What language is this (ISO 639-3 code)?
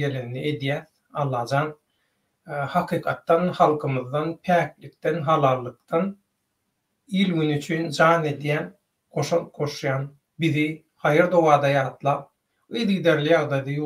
tuk